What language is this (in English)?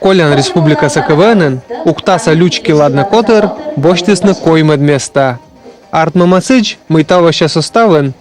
Komi